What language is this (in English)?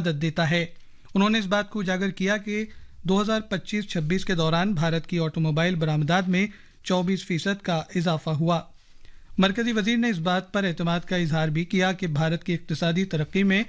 Urdu